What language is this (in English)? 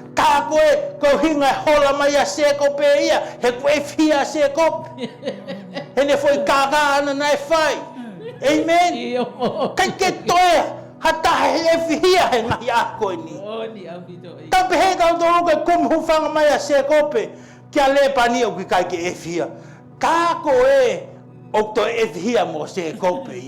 Tongan